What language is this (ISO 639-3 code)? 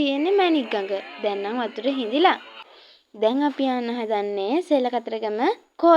sin